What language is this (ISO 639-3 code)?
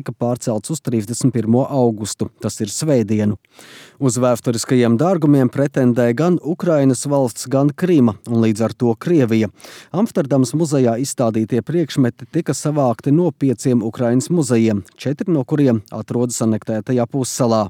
lav